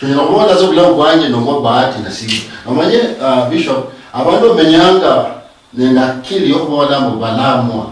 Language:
Luyia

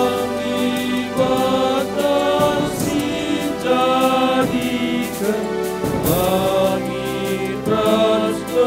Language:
Batak Karo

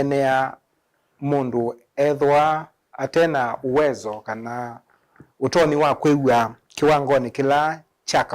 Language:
Kamba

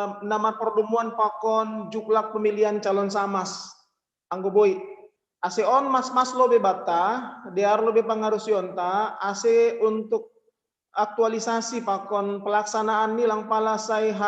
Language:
Batak Simalungun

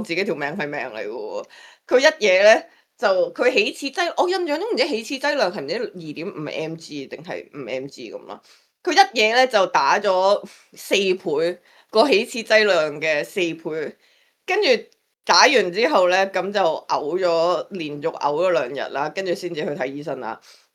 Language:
Cantonese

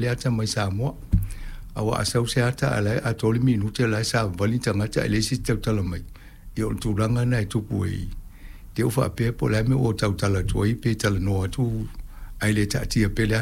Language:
Samoan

